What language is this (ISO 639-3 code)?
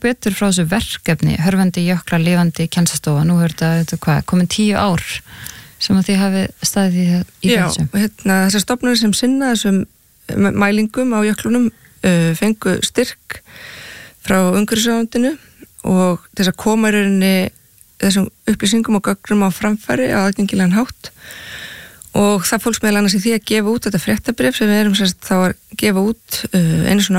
isl